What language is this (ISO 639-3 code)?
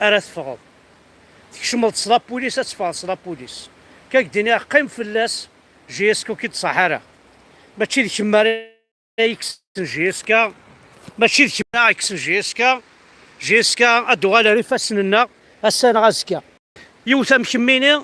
kab